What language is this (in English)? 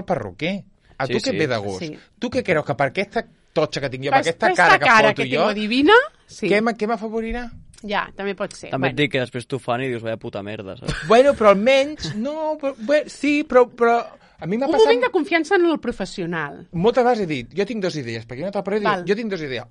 Catalan